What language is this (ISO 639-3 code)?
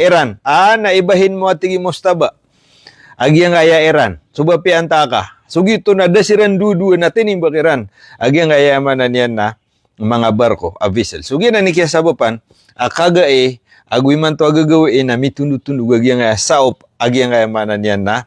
mrw